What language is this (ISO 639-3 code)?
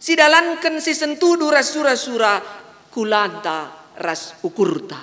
btx